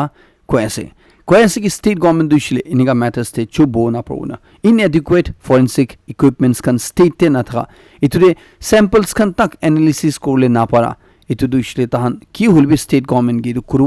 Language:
Naga Pidgin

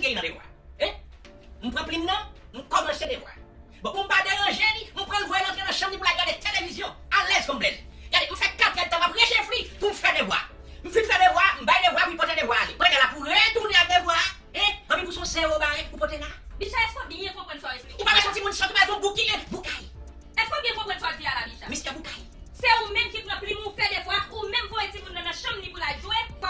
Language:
Haitian Creole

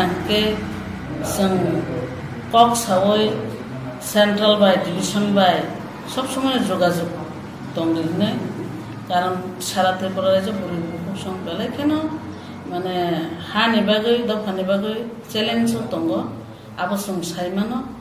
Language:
Kok Borok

